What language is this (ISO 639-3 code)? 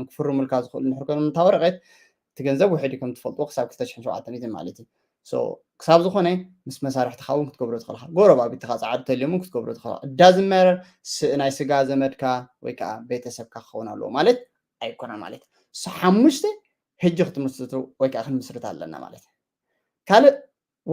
tir